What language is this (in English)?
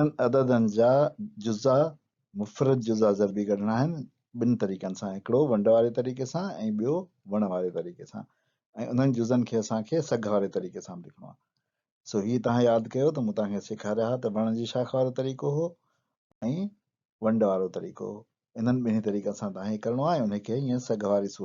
Sindhi